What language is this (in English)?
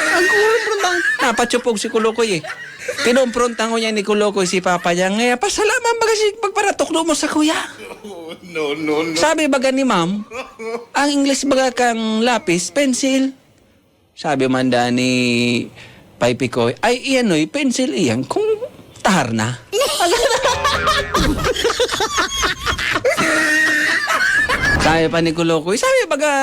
Bikol